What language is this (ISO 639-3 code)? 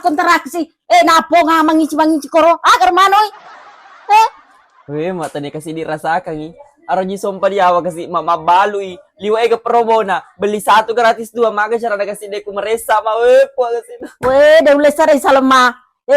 bug